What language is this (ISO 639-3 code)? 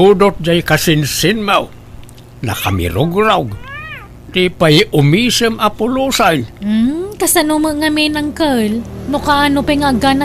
ilo